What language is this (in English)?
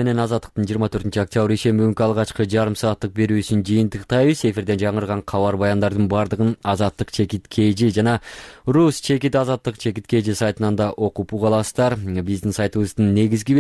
Kyrgyz